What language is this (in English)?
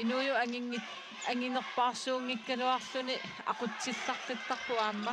Kalaallisut